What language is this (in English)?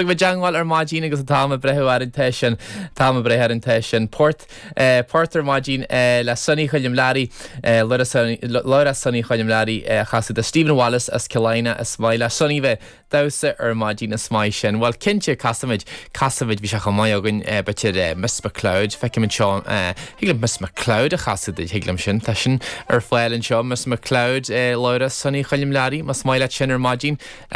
Irish